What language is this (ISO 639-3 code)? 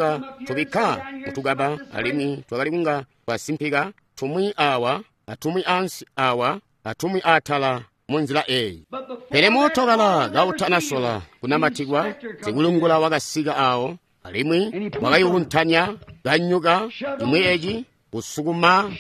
toi